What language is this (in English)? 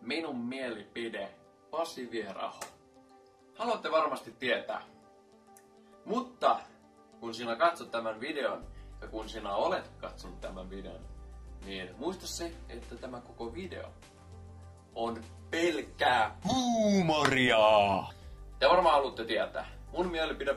Finnish